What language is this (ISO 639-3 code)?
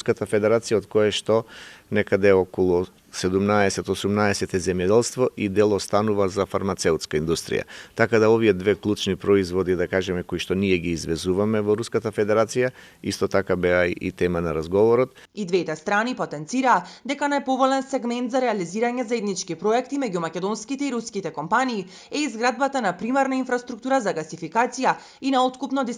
mkd